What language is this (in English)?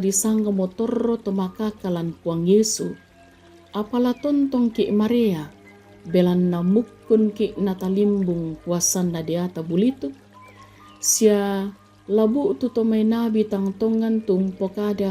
Toraja-Sa'dan